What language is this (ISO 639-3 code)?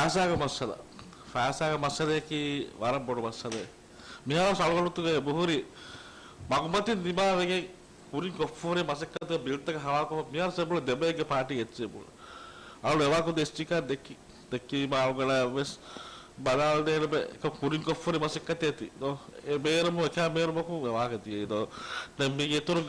div